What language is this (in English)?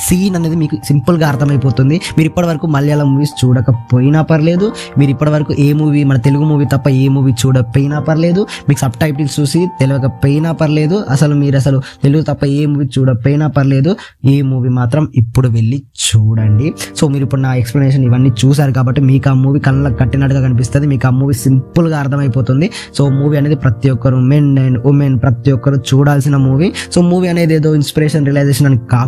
Telugu